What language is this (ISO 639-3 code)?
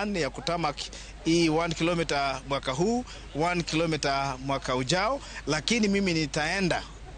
luo